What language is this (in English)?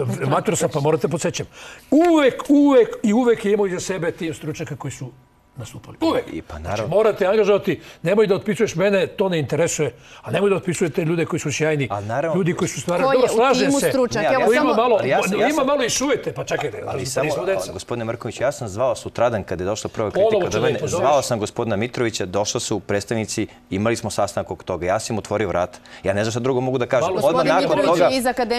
Serbian